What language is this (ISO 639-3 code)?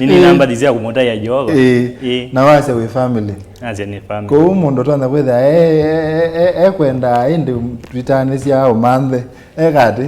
kam